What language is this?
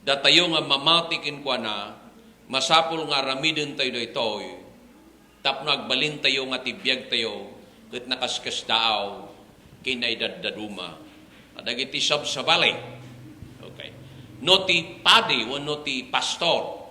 Iloko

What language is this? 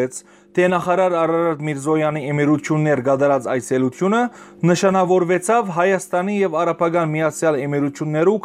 Western Armenian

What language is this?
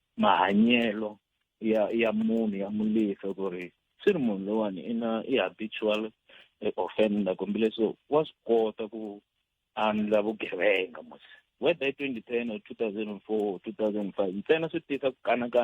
Tsonga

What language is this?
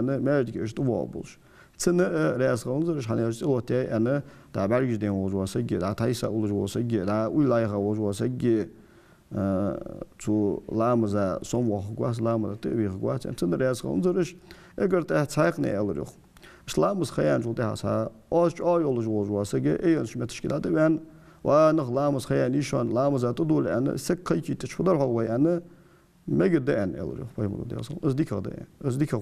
Ingush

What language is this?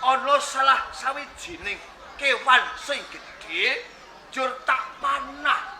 Javanese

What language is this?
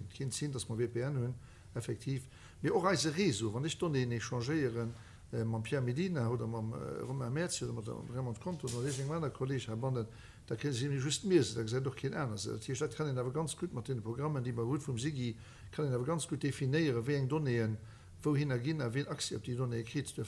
Luxembourgish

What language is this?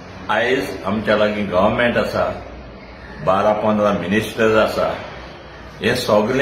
Konkani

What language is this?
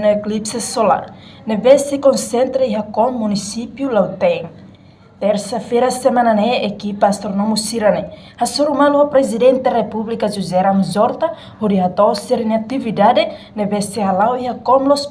Tetum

